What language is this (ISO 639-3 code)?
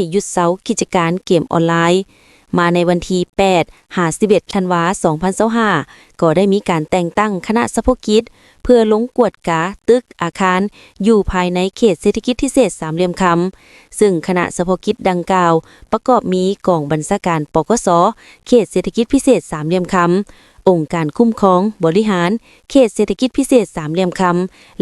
lao